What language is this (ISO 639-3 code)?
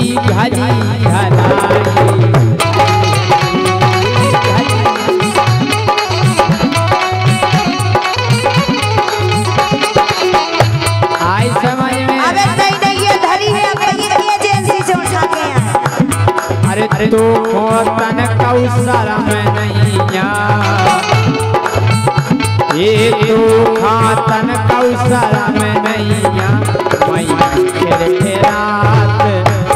bns